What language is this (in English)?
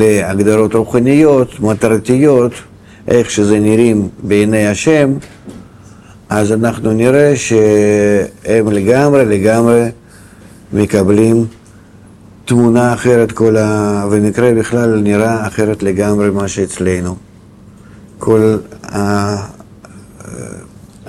Hebrew